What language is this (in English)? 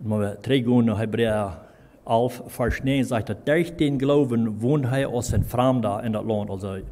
Plautdietsch